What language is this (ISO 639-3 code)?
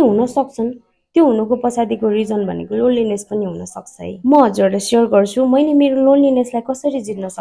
nep